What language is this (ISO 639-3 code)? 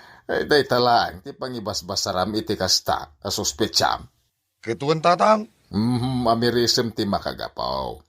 ilo